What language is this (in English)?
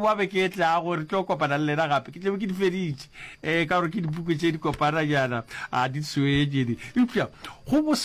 Northern Sotho